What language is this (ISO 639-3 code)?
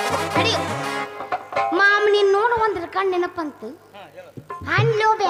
kan